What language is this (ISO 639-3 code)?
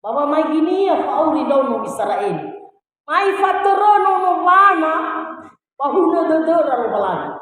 nia